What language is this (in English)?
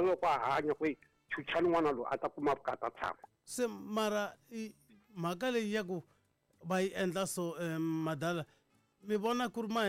Tsonga